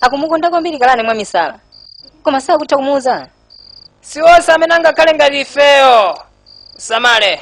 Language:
Nyanja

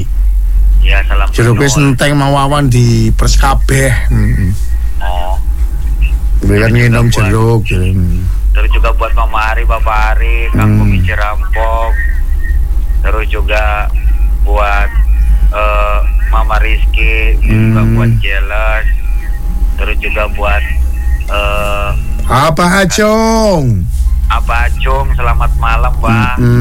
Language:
Indonesian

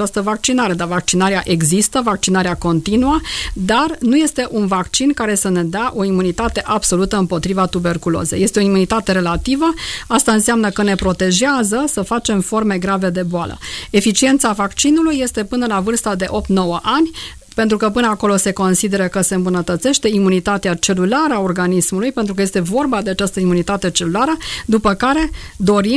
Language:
Romanian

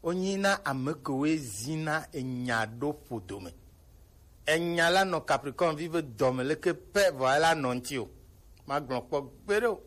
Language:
Gen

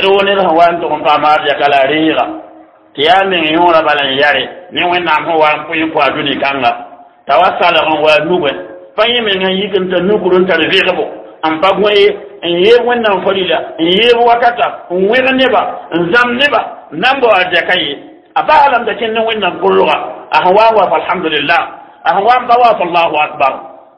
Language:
Mossi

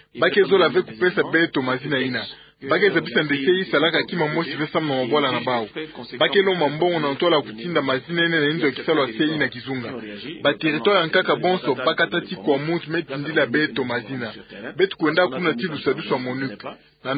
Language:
Kituba (Democratic Republic of Congo)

